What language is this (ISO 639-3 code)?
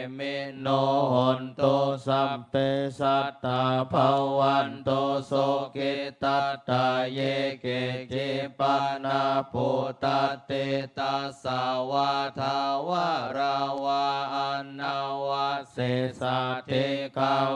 pli